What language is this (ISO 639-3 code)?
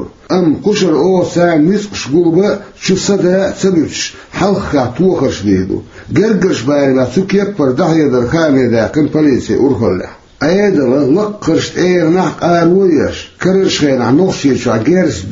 che